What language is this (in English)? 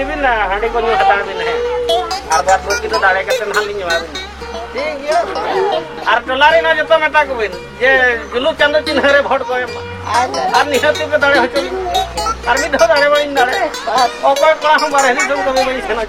Santali